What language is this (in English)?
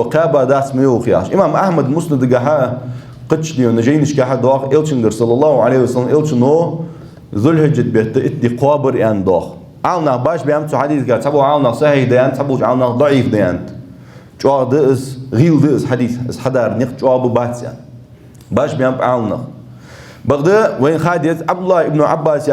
Ingush